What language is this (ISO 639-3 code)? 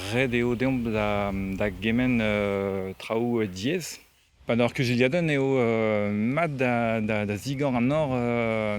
bre